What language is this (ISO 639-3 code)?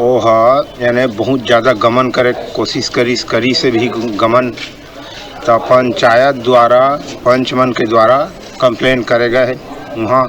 hne